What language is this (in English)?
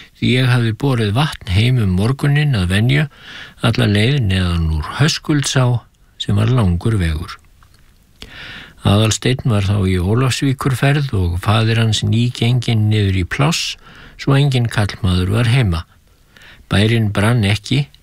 Icelandic